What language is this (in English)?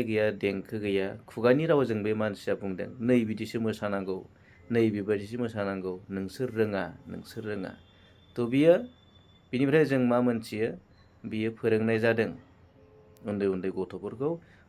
Bodo